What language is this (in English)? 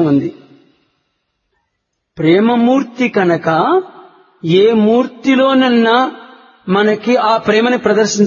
Telugu